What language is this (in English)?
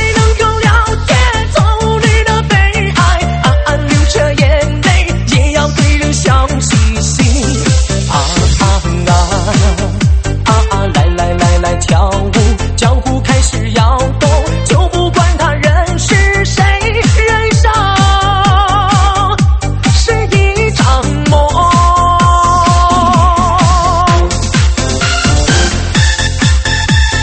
Chinese